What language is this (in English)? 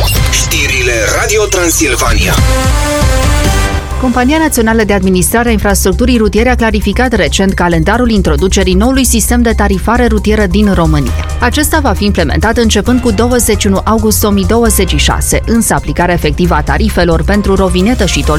Romanian